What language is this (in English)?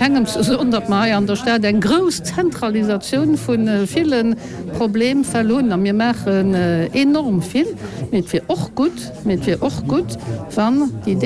Luxembourgish